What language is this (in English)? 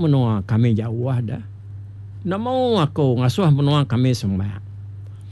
Iban